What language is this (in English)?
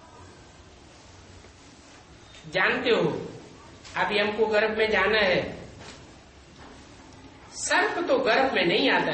Hindi